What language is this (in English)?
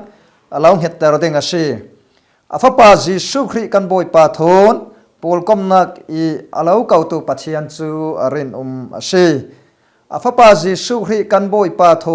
Falam Chin